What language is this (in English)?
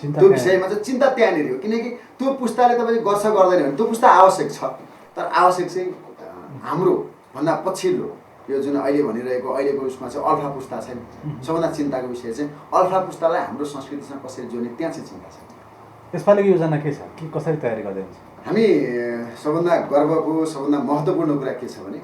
Nepali